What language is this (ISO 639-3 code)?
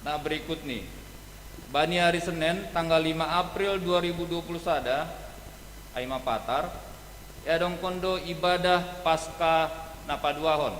bts